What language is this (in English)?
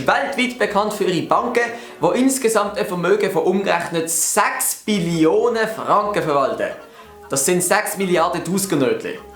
Swiss German